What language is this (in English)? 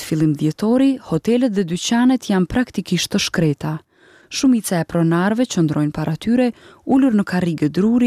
Albanian